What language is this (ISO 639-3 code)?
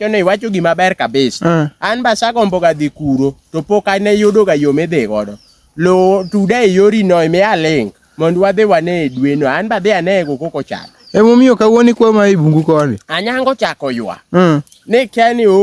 luo